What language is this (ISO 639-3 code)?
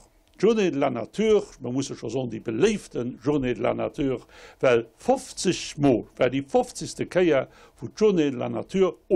ltz